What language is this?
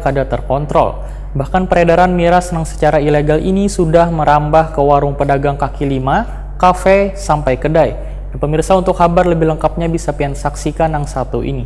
Banjar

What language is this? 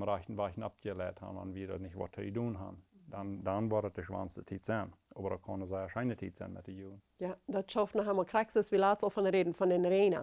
Plautdietsch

